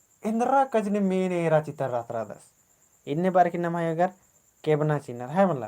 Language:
Kurukh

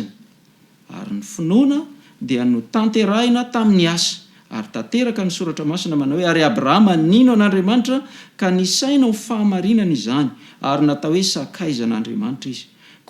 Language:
Malagasy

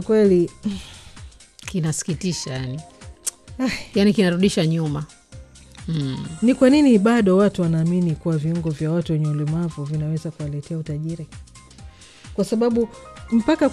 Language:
Swahili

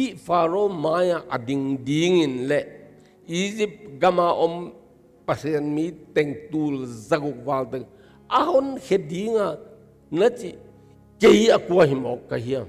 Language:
Tedim Chin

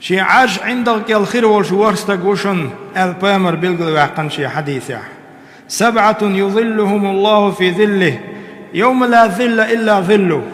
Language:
Chechen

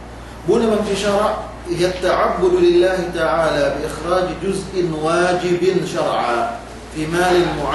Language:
Yakan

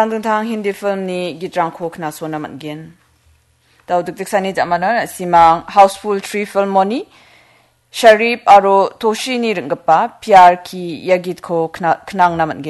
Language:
Garo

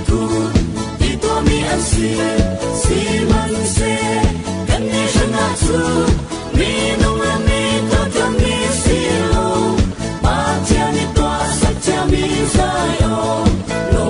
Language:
Falam Chin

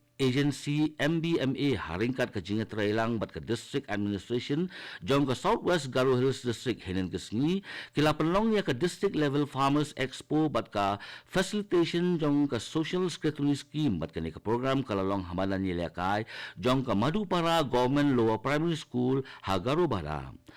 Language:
Khasi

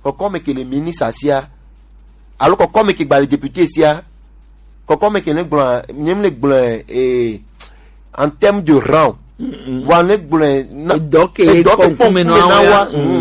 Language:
Gen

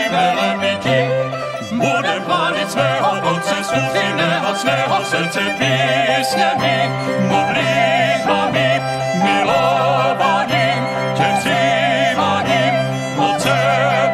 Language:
Czech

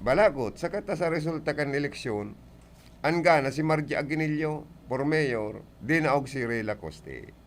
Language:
Bikol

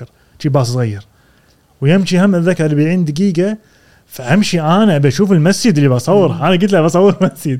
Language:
Gulf Arabic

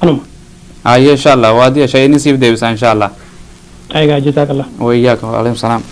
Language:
Oromo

